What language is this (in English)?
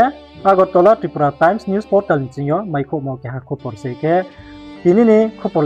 Riang (India)